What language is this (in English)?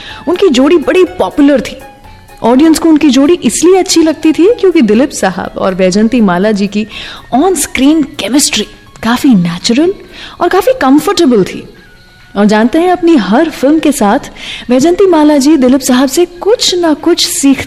Hindi